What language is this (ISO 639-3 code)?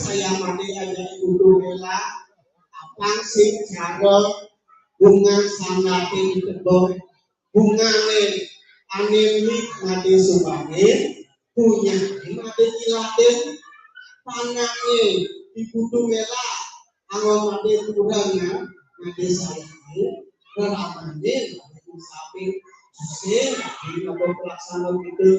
ban